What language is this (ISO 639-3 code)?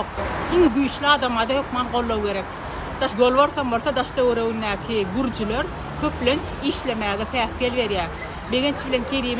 tuk